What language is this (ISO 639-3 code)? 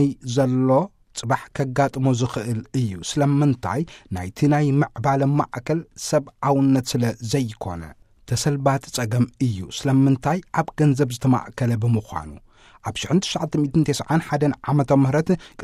tir